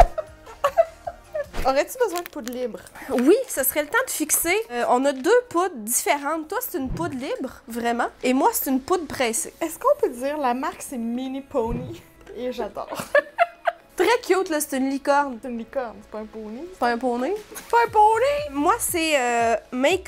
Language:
French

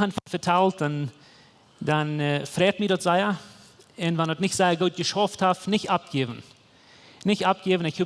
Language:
Plautdietsch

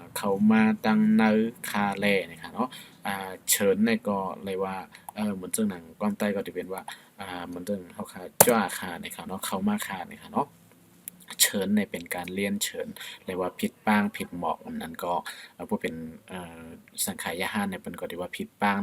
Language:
Shan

